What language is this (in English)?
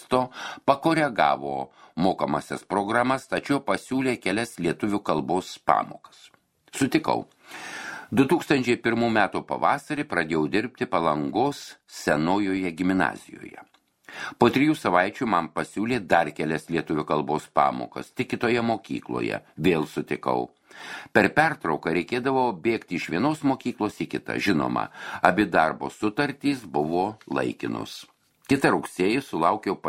Lithuanian